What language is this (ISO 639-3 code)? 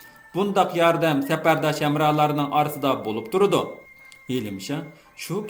uig